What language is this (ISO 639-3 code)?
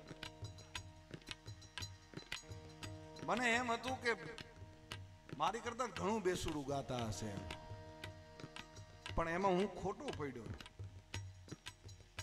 guj